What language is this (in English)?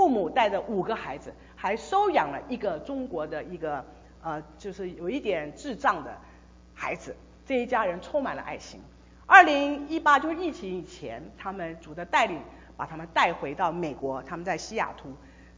Chinese